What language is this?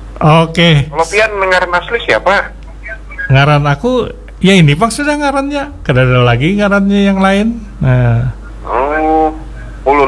Banjar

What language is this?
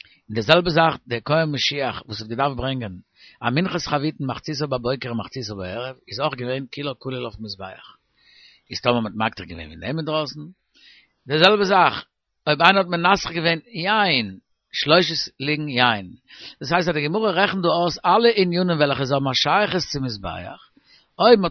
Yiddish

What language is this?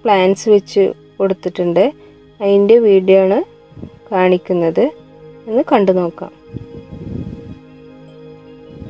Malayalam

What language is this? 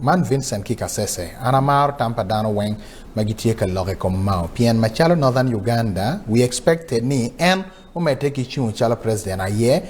Acoli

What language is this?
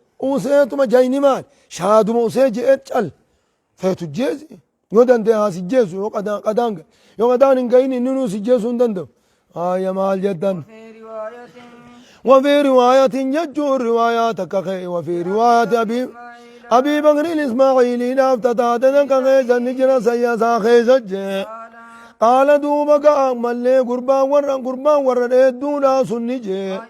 Oromo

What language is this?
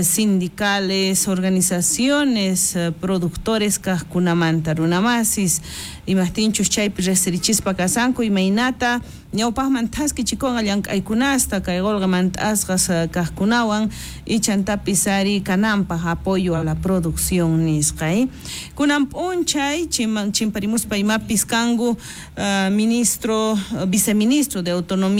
South Bolivian Quechua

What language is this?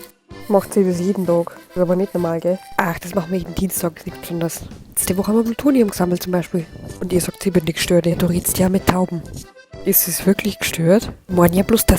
Bavarian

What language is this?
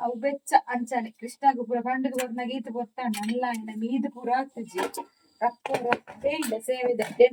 Tulu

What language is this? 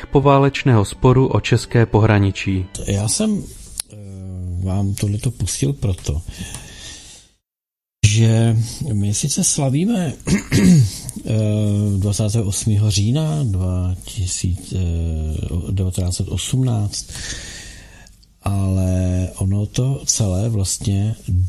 Czech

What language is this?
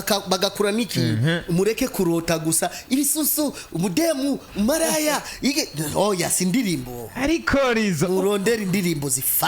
Rundi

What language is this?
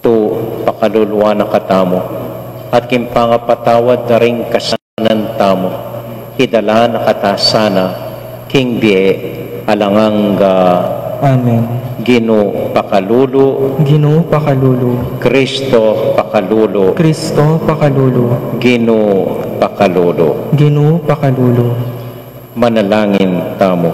Pampanga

